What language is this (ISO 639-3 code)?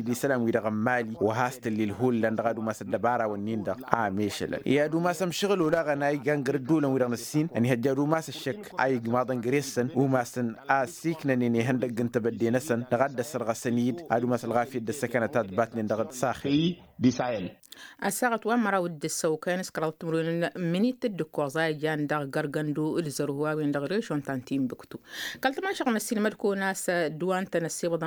taq